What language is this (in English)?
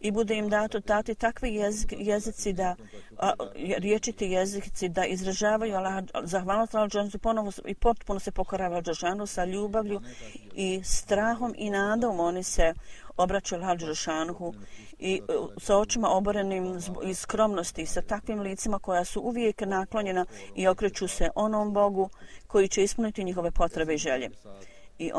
Bosnian